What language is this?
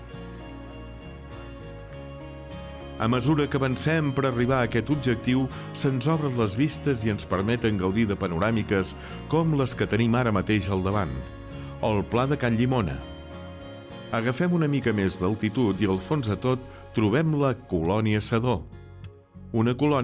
Catalan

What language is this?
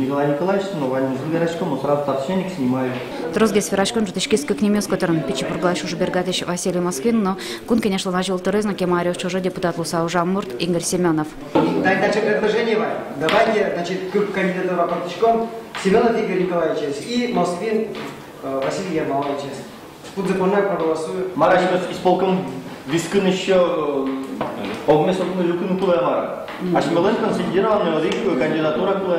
Udmurt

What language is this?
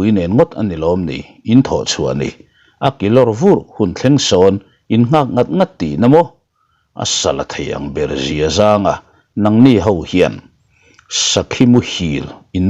Mizo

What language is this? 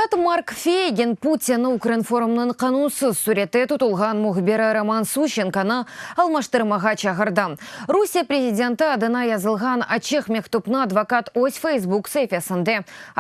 Crimean Tatar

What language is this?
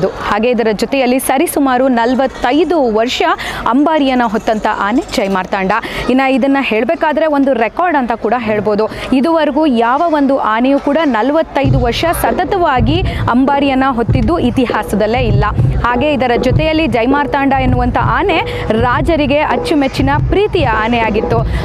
Kannada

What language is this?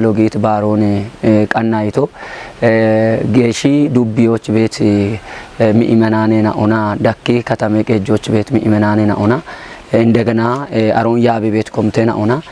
Kafa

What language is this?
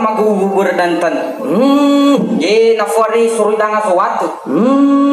Nias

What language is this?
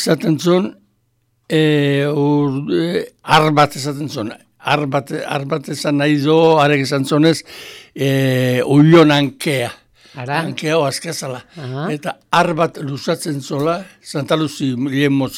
Basque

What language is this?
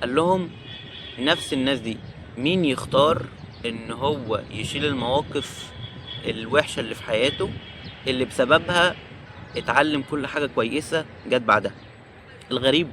Egyptian Arabic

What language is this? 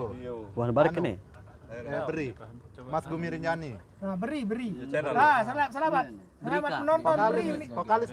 Sasak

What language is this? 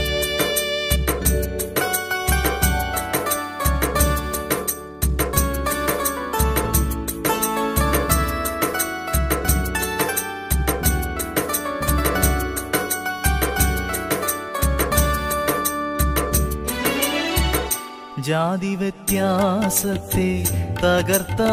Malayalam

